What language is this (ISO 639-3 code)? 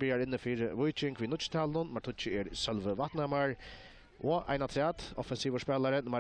fao